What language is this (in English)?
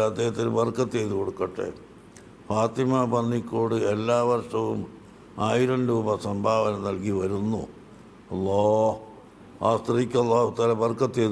Malayalam